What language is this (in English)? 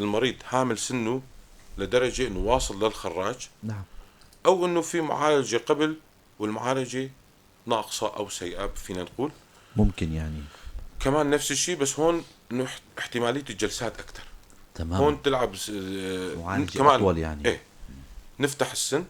North Levantine Arabic